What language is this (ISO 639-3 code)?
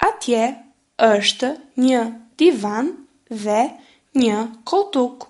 sqi